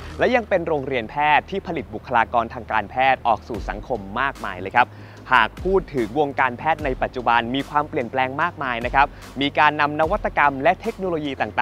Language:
Thai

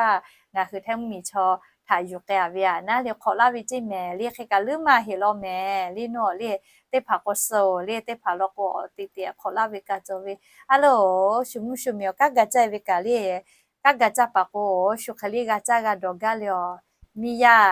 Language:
Lahu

